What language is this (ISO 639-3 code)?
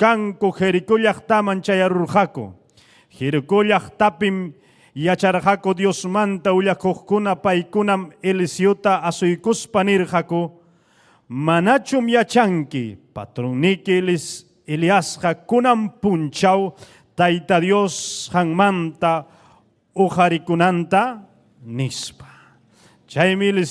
quy